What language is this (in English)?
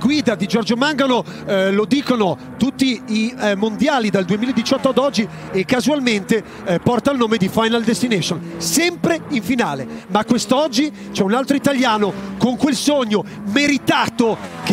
Italian